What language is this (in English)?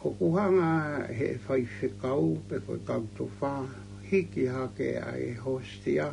Tongan